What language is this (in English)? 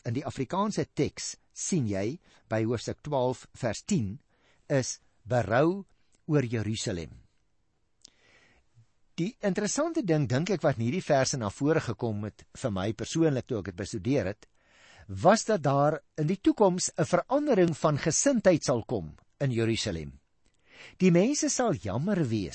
Afrikaans